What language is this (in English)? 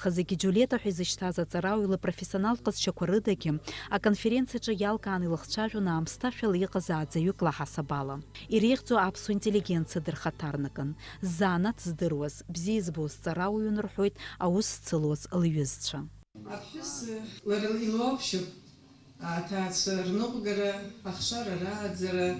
Abkhazian